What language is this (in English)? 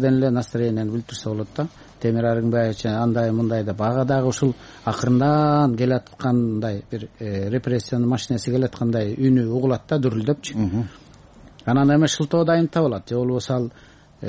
Kyrgyz